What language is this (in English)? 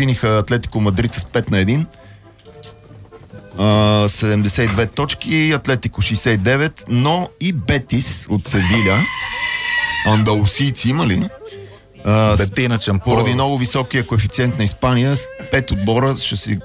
Bulgarian